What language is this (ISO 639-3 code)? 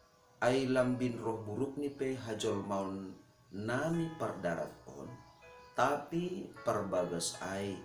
bts